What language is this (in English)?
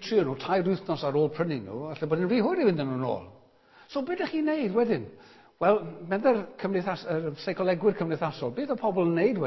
Welsh